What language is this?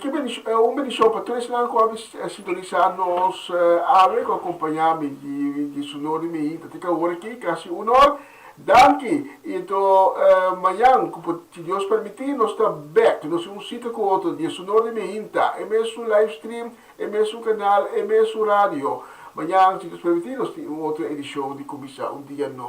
Papiamento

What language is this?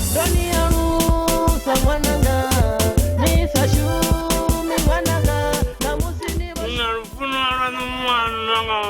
Venda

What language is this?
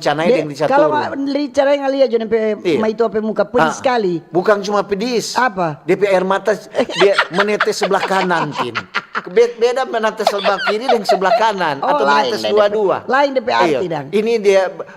Manado Malay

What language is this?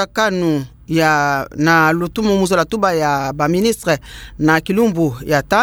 Kituba (Democratic Republic of Congo)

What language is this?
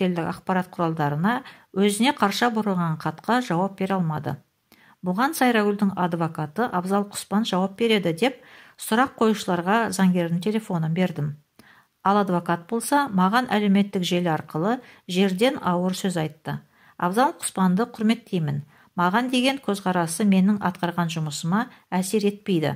Kazakh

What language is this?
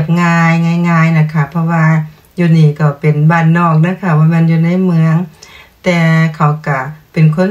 Thai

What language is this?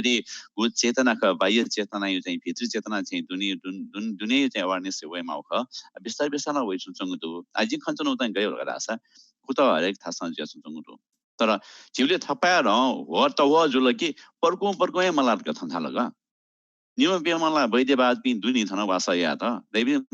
Newari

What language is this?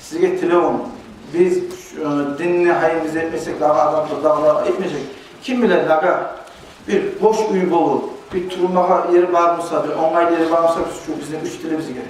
Kumyk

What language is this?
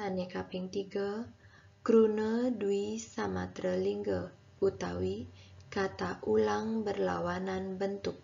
Balinese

